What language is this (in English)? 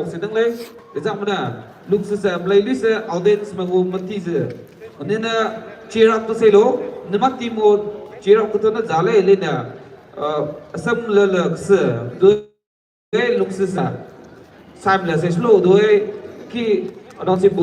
Maram Naga